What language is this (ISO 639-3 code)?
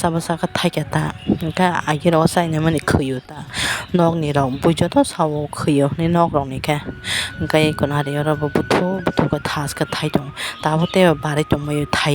trp